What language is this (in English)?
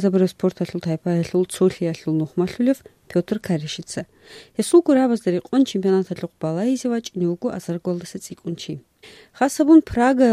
Avaric